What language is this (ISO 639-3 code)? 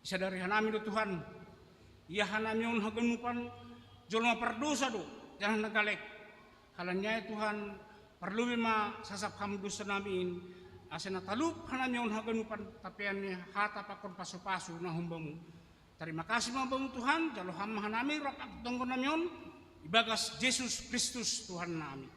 bts